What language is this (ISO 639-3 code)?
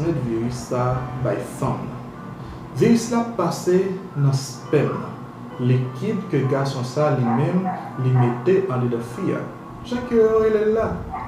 hat